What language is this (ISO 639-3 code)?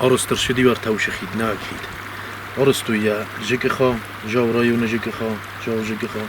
oss